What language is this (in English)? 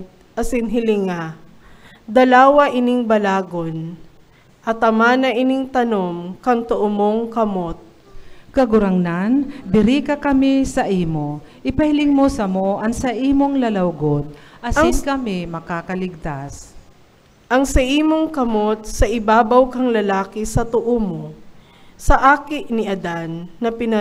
Bikol